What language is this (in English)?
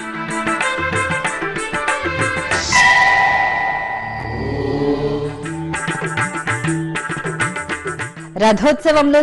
Telugu